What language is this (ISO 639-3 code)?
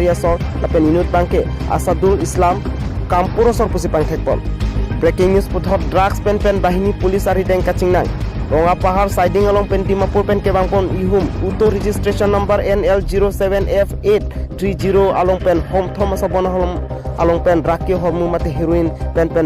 mjw